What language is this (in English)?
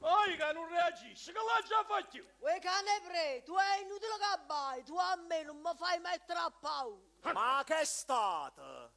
Neapolitan